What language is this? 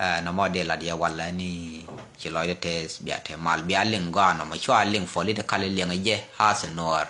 Nuer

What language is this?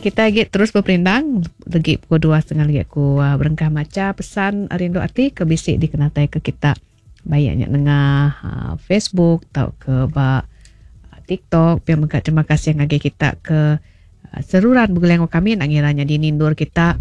Iban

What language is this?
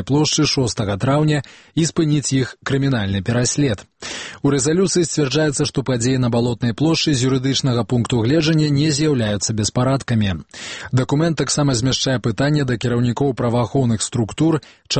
Belarusian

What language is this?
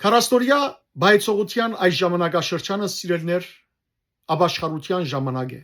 Western Armenian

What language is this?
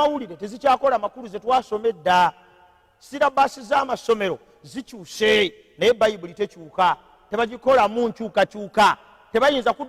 Ganda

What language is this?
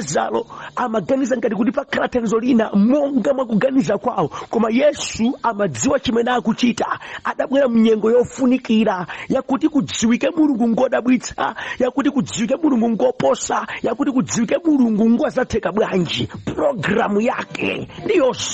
Nyanja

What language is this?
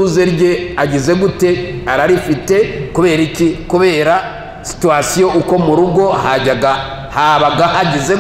Kinyarwanda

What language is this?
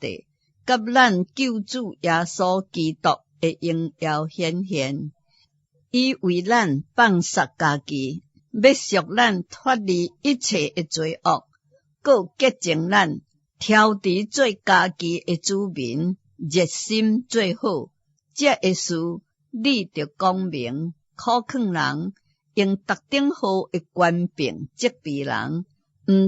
Min Nan Chinese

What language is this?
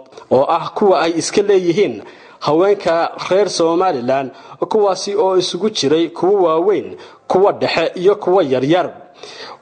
Somali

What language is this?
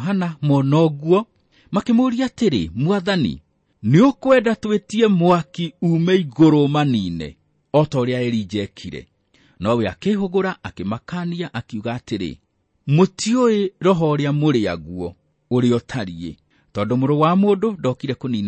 Kikuyu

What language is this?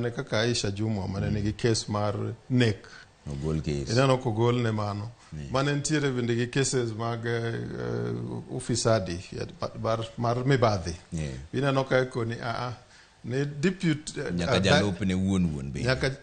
Luo (Kenya and Tanzania)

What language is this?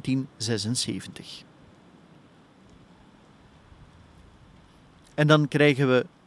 Dutch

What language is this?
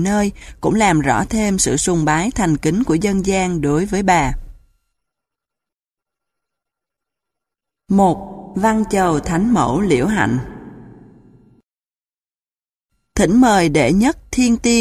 Vietnamese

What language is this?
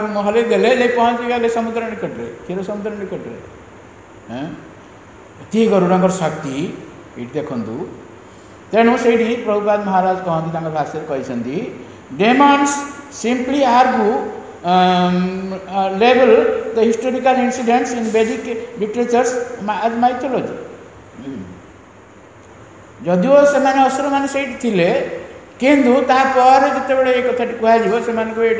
Odia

